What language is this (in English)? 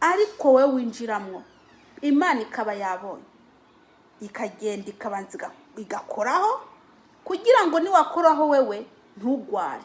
Kinyarwanda